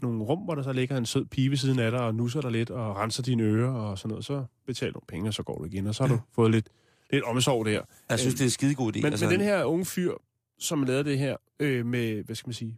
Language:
Danish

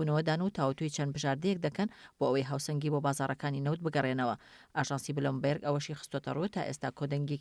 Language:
Central Kurdish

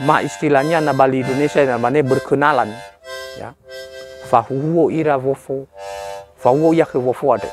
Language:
Nias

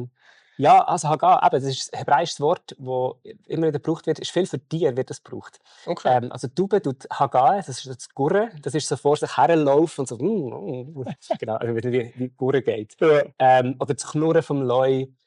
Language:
Swiss German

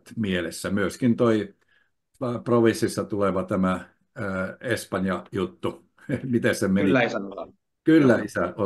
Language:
Finnish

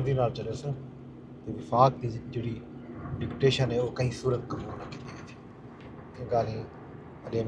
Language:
Saraiki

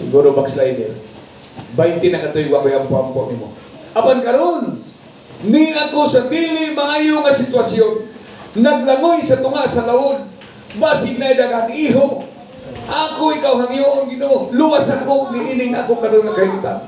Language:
Cebuano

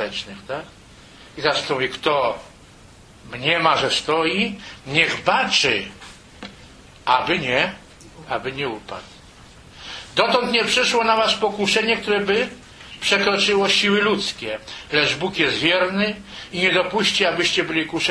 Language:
Polish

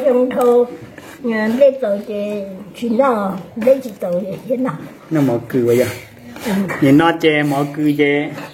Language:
Hmong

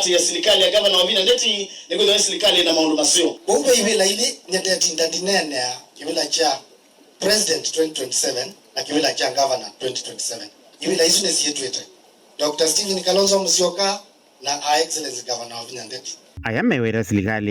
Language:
Kamba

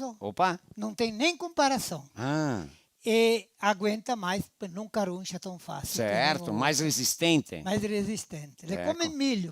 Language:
Venetian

